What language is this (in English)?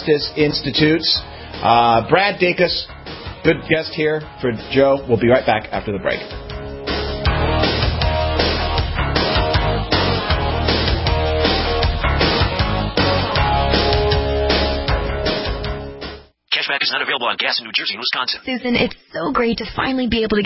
English